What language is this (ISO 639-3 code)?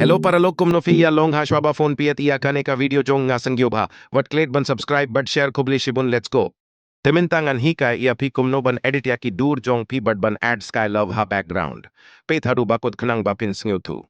kha